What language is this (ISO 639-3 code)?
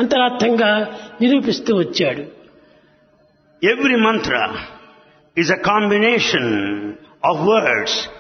tel